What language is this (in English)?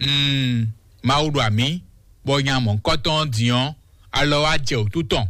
Fon